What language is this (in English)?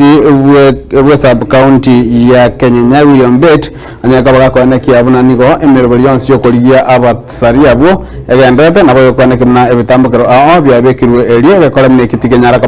Gusii